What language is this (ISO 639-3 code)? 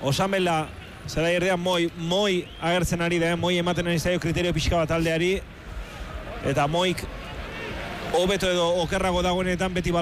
eus